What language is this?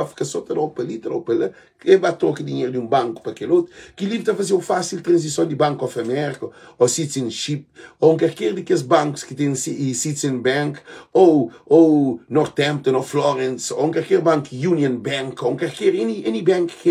Kabuverdianu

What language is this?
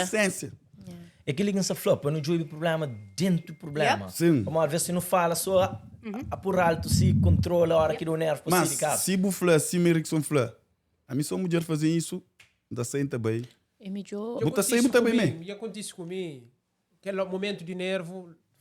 Kabuverdianu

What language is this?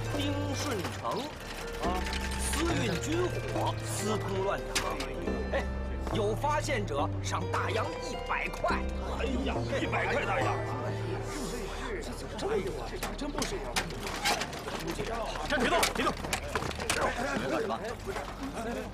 Chinese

